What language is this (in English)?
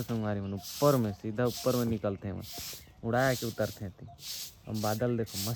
Chhattisgarhi